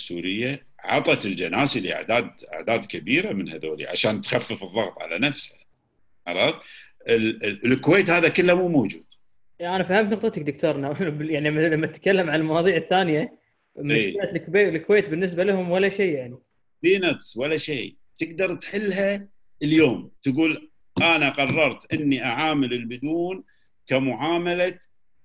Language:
Gulf Arabic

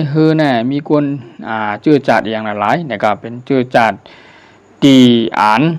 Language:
Shan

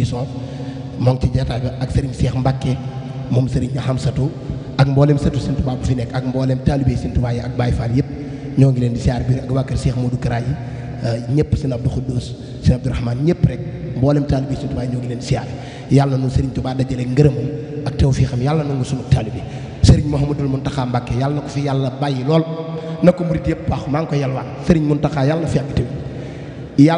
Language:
Wolof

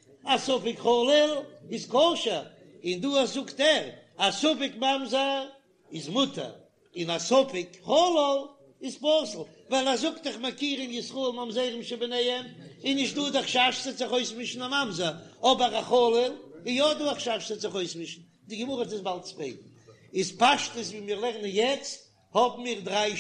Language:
Yiddish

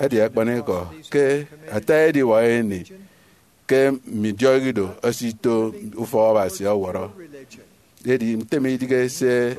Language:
Efik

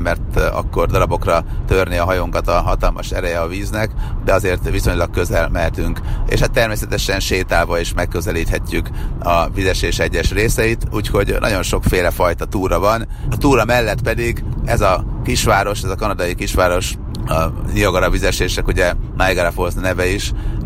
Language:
Hungarian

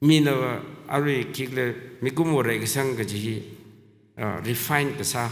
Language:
Tangkhul Naga (India)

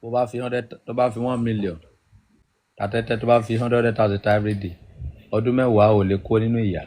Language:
Yoruba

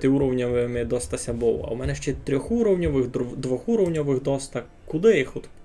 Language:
Rusyn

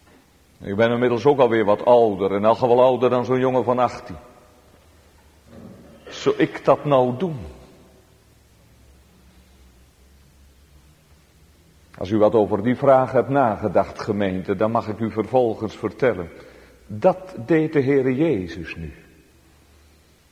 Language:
Dutch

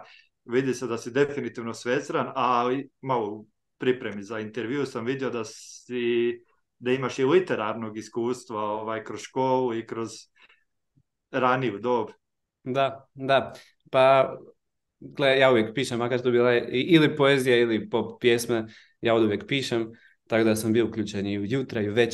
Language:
Croatian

